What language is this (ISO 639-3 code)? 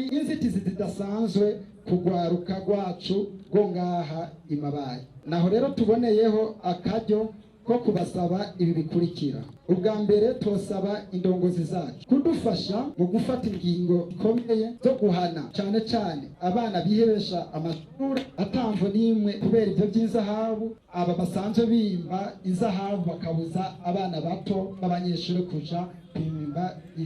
run